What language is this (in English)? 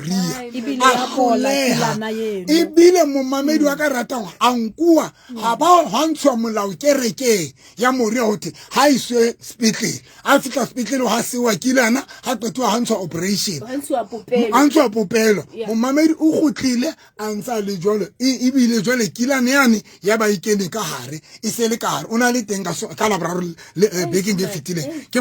Southern Sotho